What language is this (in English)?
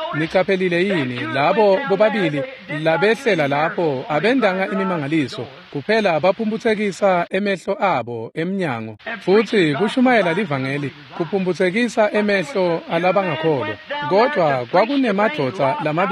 Swati